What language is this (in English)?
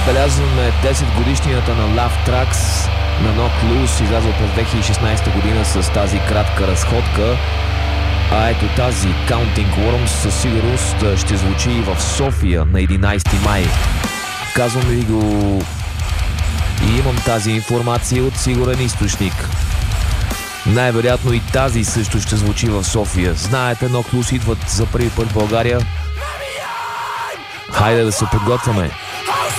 Bulgarian